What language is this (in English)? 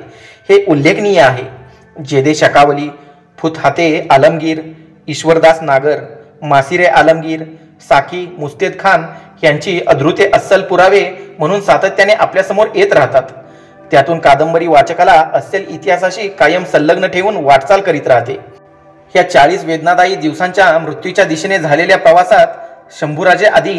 Marathi